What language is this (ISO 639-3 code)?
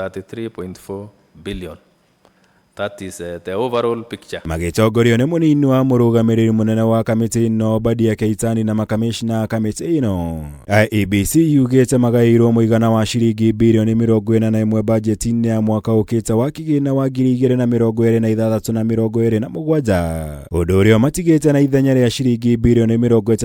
kik